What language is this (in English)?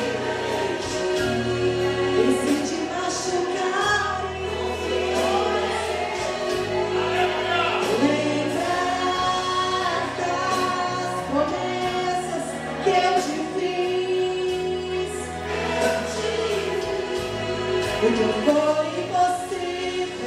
Portuguese